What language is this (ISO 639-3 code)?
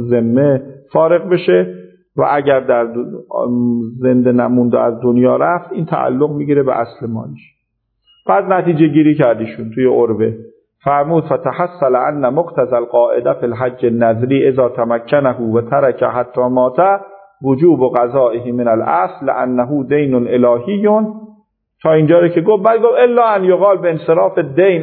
fas